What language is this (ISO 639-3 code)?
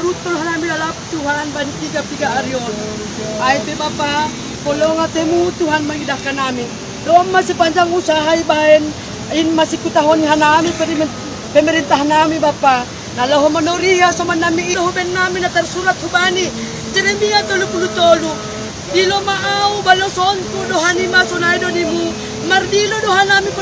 bts